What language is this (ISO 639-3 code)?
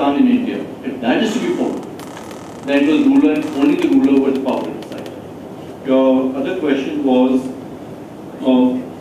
eng